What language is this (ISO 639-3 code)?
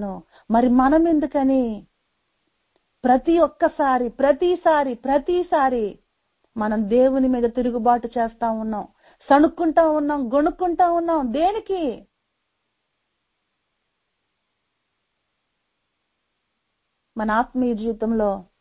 tel